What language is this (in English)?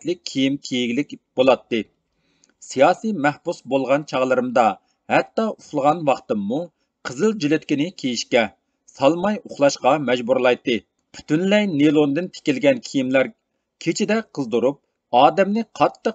Uyghur